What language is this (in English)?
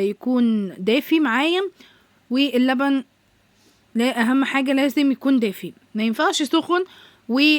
Egyptian Arabic